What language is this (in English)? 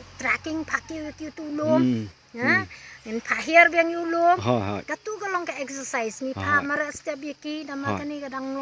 Khasi